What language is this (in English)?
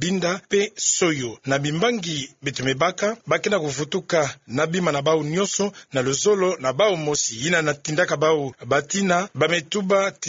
Kituba (Democratic Republic of Congo)